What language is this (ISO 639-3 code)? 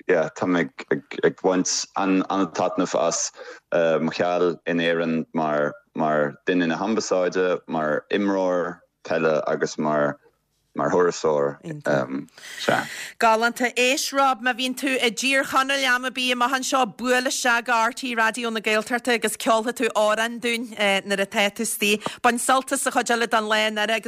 gle